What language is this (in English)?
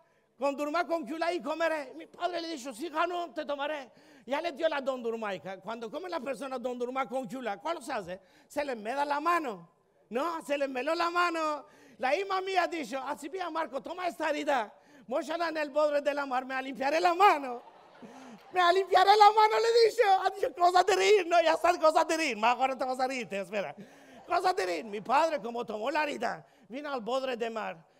Ladino